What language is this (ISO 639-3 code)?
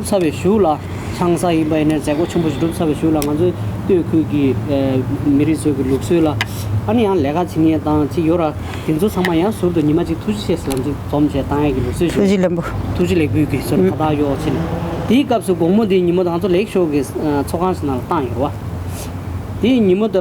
bod